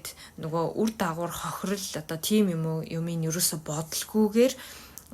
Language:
Mongolian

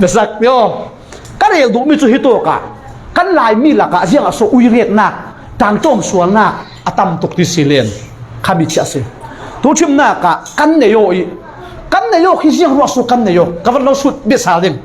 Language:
Falam Chin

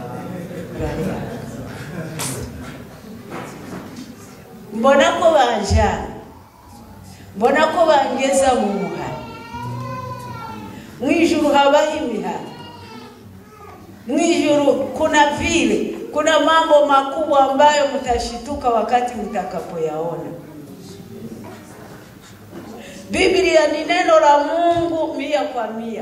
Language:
Kinyarwanda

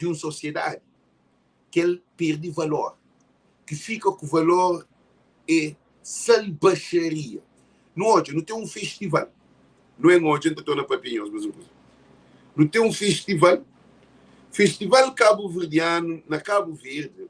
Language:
Kabuverdianu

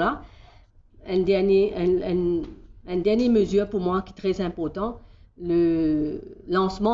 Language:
Morisyen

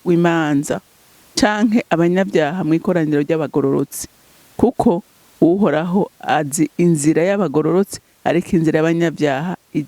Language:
Rundi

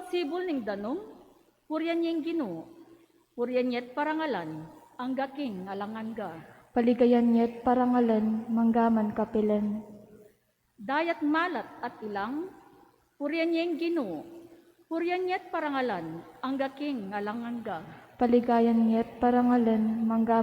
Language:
Pampanga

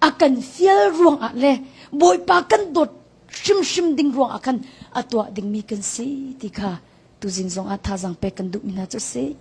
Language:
Hakha Chin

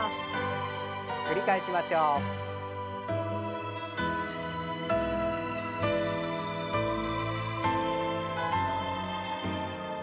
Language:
Japanese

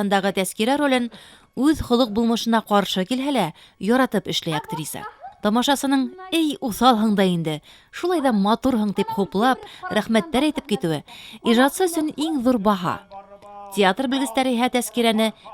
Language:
Bashkir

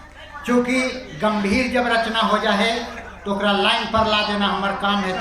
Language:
Magahi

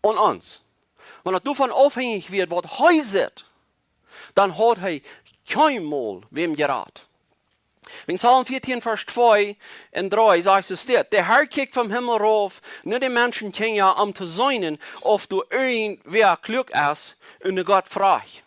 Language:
Plautdietsch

